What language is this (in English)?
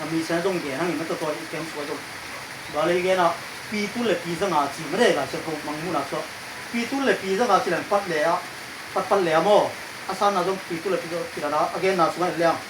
Tedim Chin